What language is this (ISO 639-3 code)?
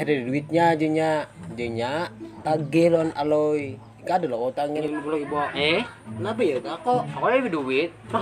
bjn